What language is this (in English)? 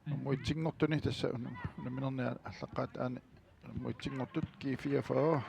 Kalaallisut